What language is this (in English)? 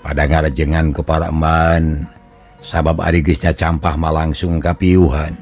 Sundanese